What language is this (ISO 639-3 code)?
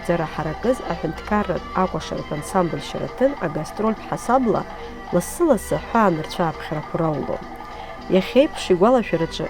abk